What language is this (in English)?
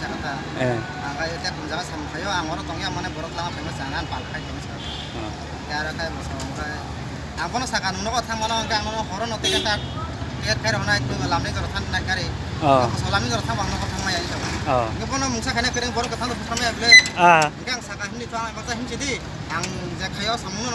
Kok Borok